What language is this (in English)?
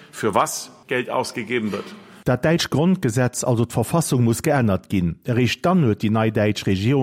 Luxembourgish